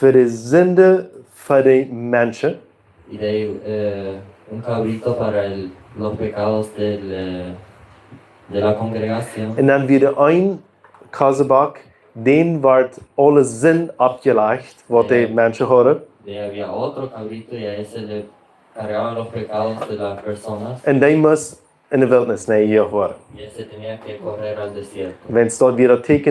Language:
Plautdietsch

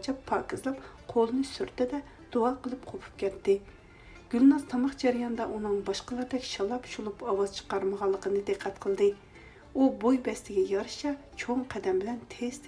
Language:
Uyghur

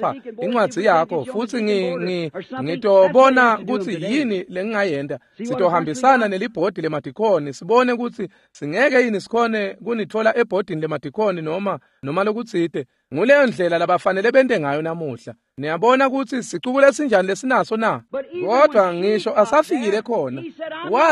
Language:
Swati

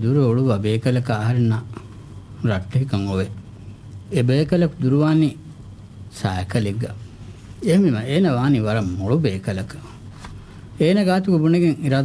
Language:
Divehi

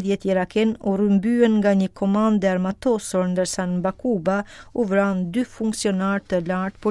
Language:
Albanian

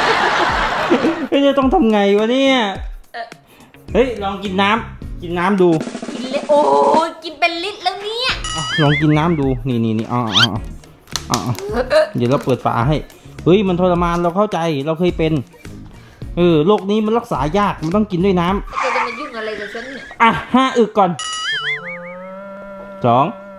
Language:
Thai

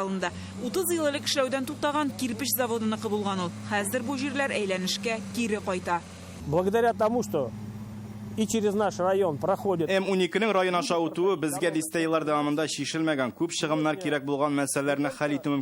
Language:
Tatar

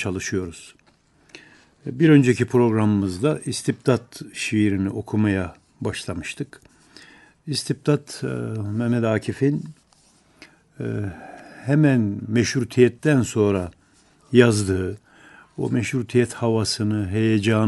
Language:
Turkish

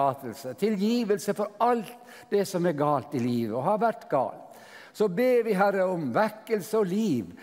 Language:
Norwegian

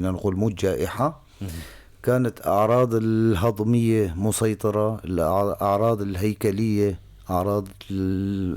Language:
North Levantine Arabic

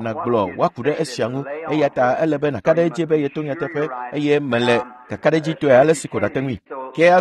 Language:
Ewe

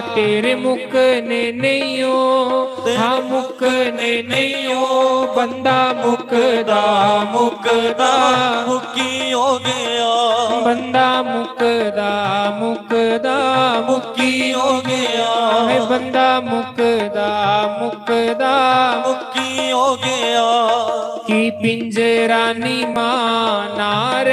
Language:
Dogri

